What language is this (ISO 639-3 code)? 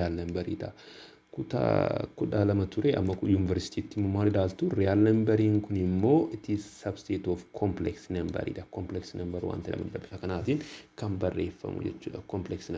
orm